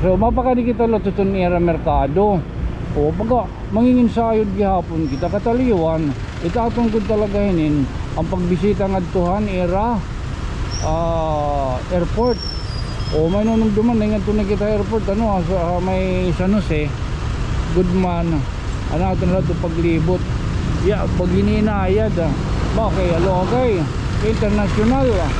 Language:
Waray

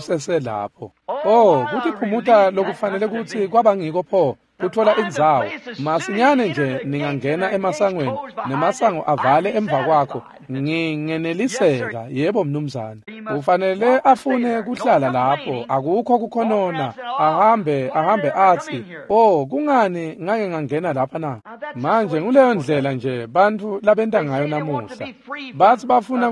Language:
Swati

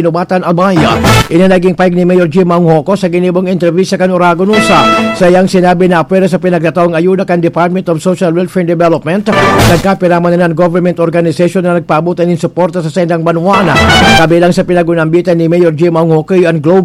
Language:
Bikol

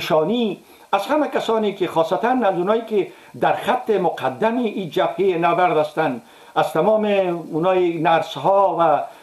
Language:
Persian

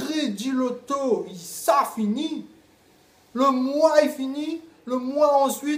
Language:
Réunion Creole French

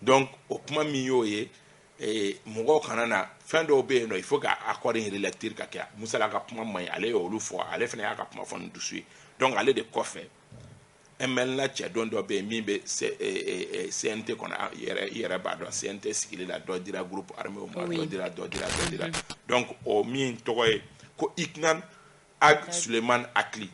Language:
Bambara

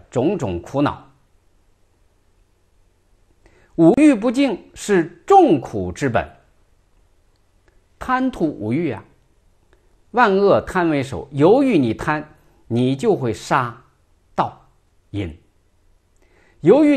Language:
Chinese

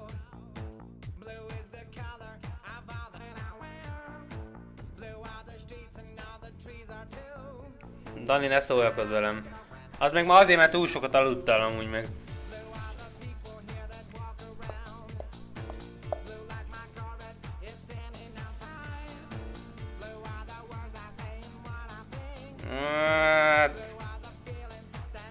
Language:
Hungarian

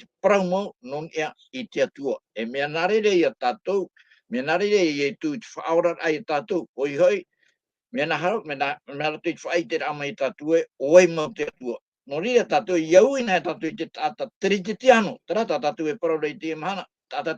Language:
Tahitian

